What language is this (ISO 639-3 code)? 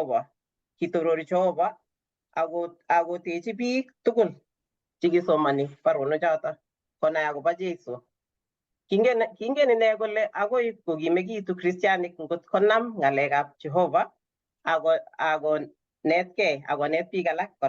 kln